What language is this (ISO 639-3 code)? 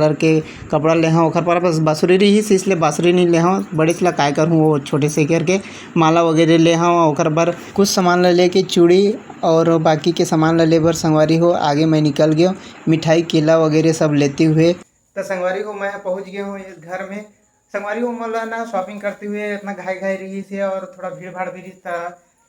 hne